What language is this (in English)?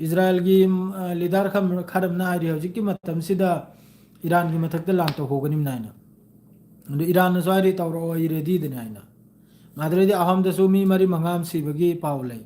Manipuri